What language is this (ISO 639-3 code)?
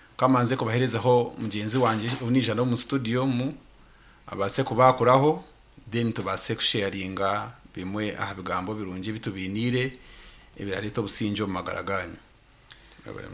nyn